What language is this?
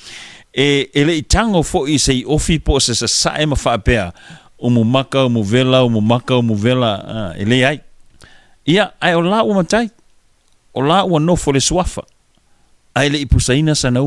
Samoan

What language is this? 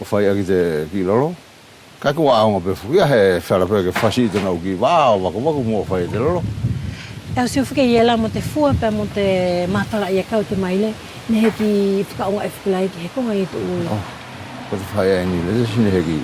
Wallisian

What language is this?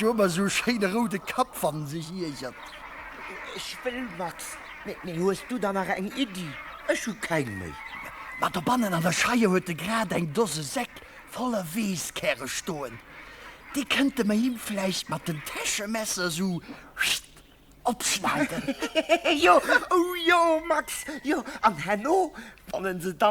Luxembourgish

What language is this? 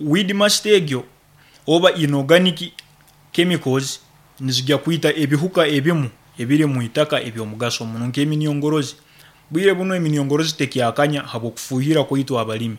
Nyoro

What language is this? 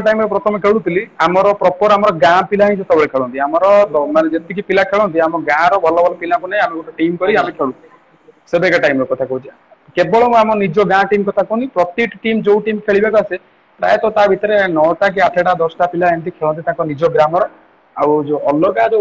Odia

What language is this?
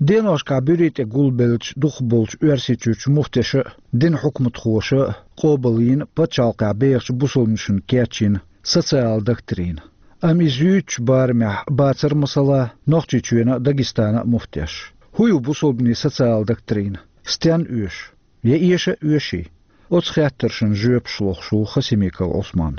Chechen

